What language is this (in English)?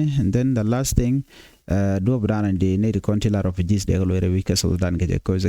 Nuer